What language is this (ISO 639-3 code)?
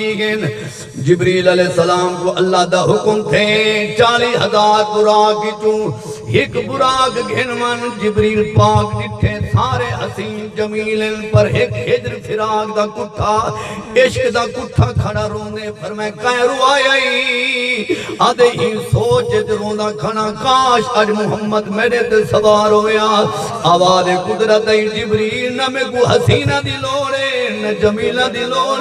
skr